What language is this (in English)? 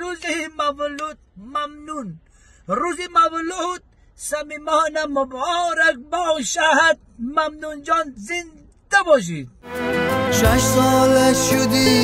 Tajik